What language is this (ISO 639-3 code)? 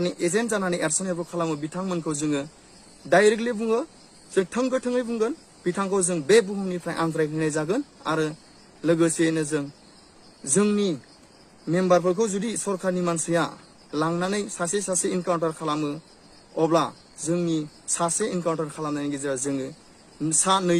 brx